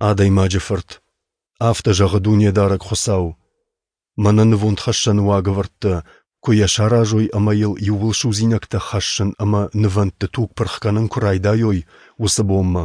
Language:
Ossetic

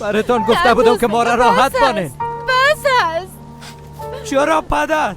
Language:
Persian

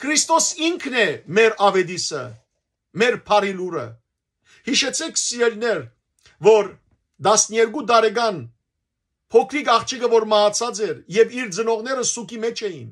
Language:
Western Armenian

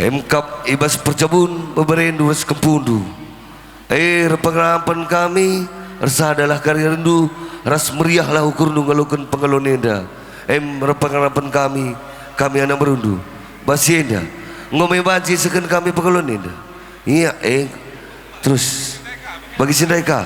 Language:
Batak Karo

